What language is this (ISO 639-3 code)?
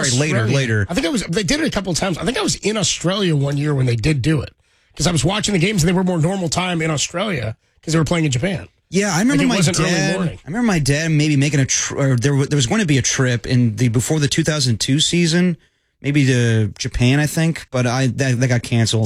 eng